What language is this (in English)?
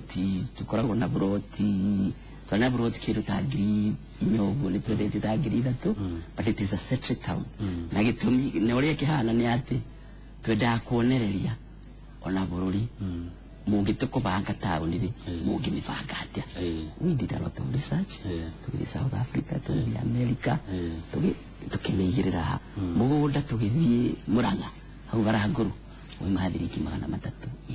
Kikuyu